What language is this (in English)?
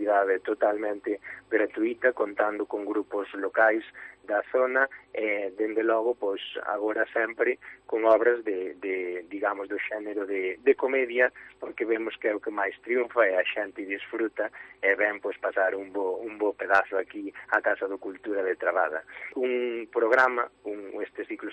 Galician